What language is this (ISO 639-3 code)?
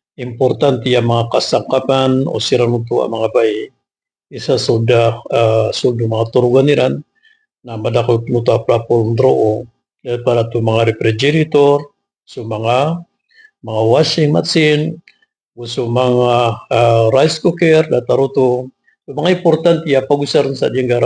mrw